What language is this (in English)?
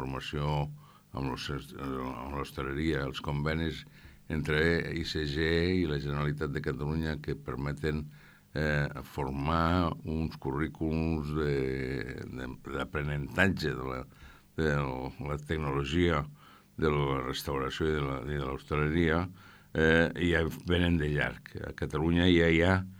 Catalan